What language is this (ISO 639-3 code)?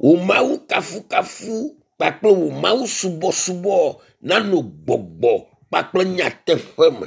ewe